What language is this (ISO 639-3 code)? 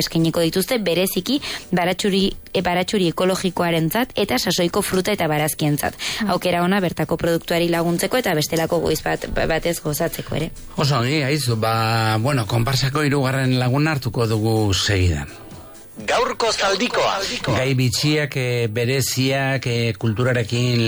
eus